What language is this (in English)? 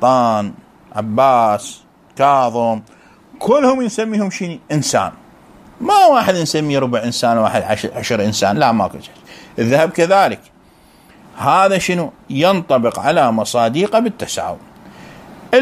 Mesopotamian Arabic